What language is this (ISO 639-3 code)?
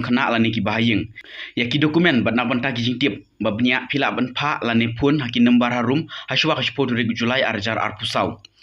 kha